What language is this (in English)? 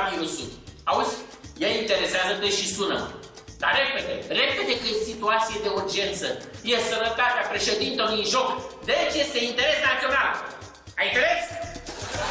Romanian